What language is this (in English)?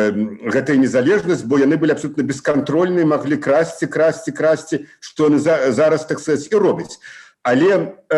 Belarusian